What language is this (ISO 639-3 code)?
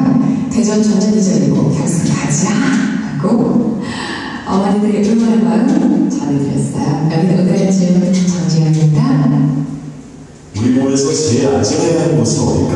kor